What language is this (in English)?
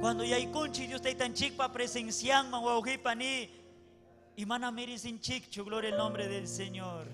Ayacucho Quechua